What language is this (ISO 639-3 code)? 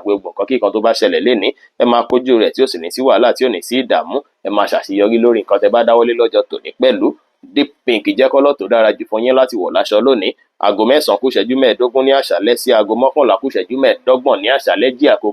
yor